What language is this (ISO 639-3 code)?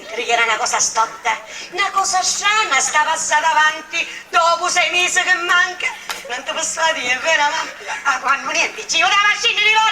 scn